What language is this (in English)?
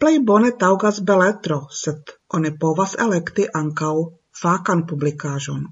Esperanto